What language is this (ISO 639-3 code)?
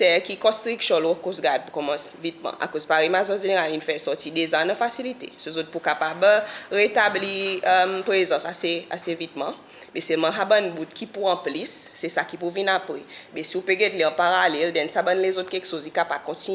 crs